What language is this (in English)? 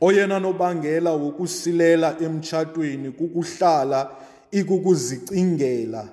Xhosa